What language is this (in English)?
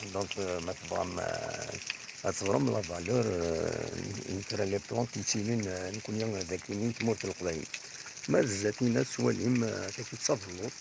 Kabyle